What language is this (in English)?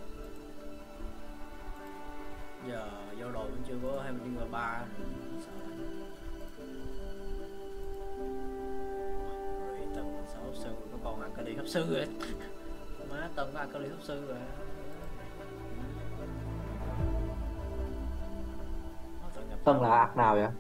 Vietnamese